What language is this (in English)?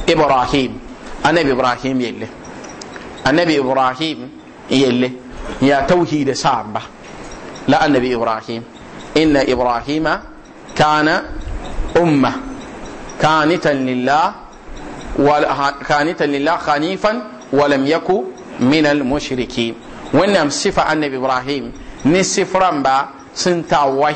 Mossi